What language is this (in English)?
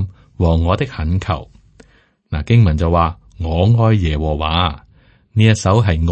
Cantonese